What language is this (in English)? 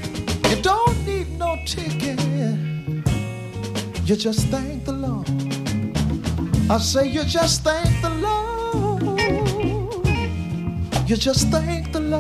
Italian